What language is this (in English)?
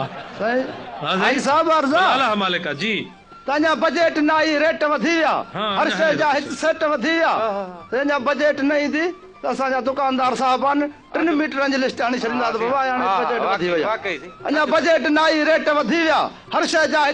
Sindhi